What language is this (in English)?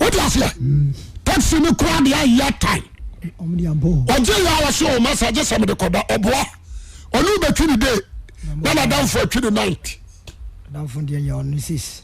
Akan